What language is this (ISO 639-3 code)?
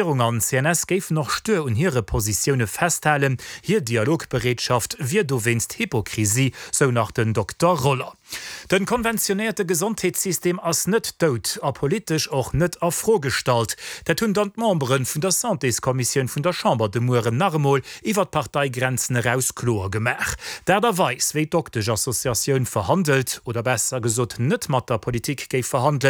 ltz